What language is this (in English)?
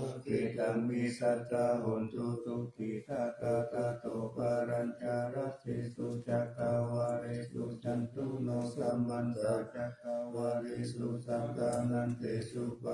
Pali